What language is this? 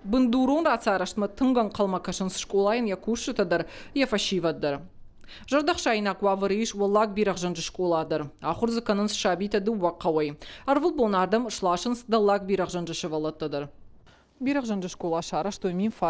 Ossetic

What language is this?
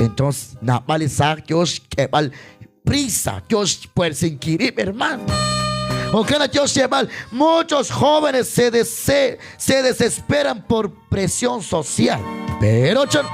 Kekchí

